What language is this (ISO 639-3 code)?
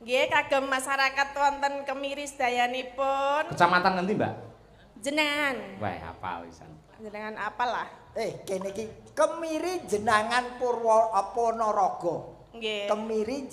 jav